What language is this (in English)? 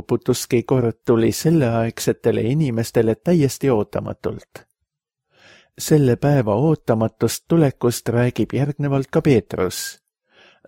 Estonian